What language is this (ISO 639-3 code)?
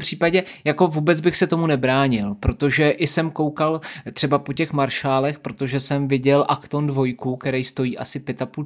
ces